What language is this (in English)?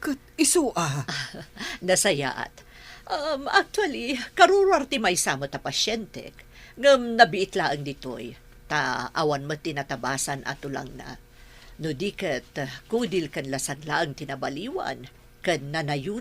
Iloko